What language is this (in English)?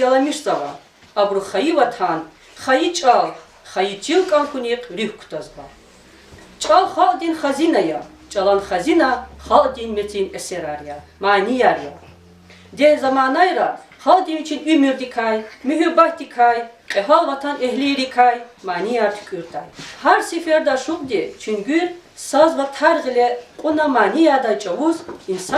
Lezghian